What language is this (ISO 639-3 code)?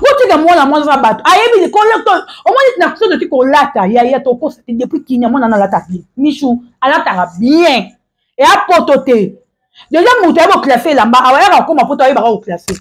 lin